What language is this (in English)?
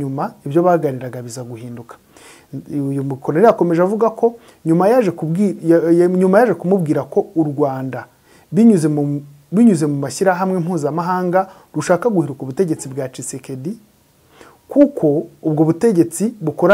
Kinyarwanda